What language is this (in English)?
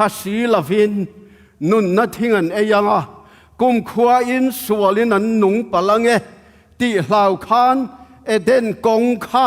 Tedim Chin